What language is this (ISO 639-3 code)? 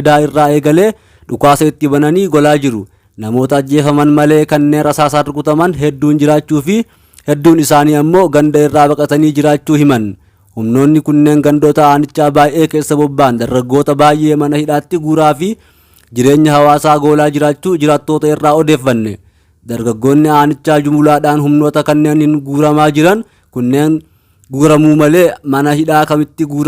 orm